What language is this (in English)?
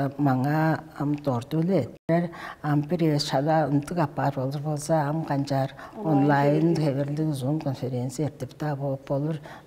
Tuvinian